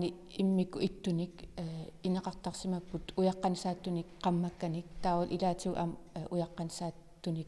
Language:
Kalaallisut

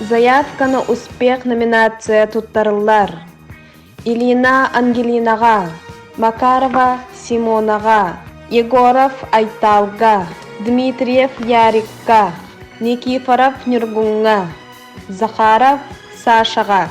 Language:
Yakut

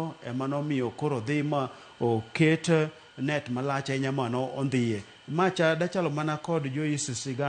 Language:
Luo (Kenya and Tanzania)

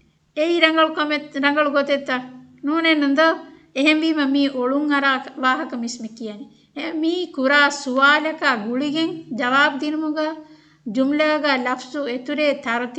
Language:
Divehi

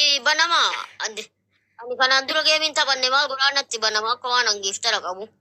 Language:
Oromo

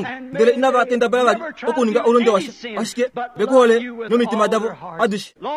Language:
Kuanyama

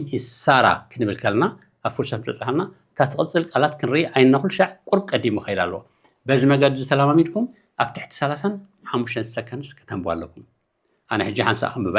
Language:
Tigrinya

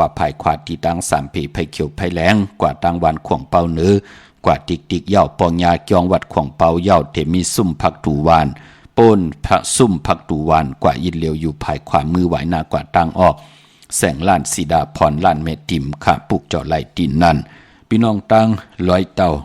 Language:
Shan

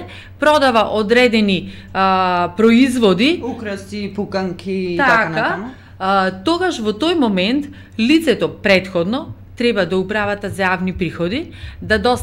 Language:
Macedonian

